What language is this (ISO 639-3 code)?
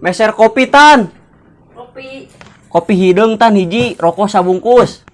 sun